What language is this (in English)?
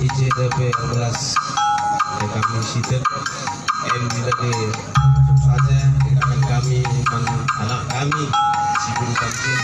Batak Karo